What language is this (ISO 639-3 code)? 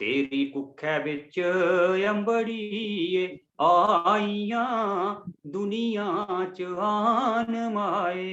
doi